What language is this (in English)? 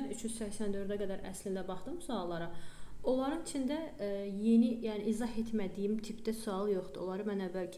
Azerbaijani